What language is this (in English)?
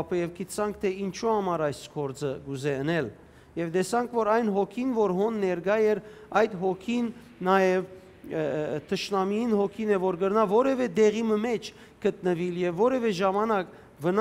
Western Armenian